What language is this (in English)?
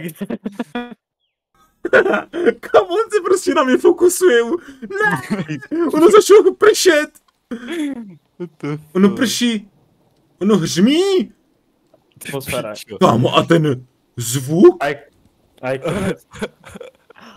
Czech